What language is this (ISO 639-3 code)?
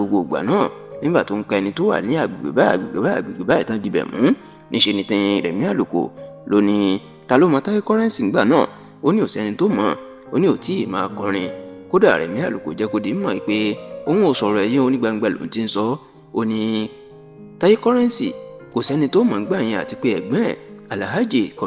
yor